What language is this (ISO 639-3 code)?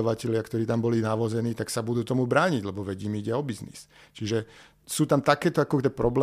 slk